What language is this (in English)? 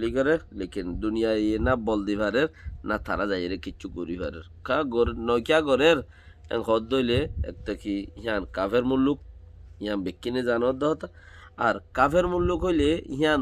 Rohingya